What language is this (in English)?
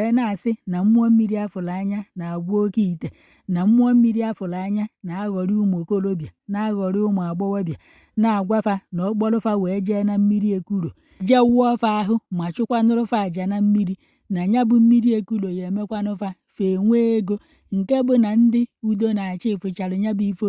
Igbo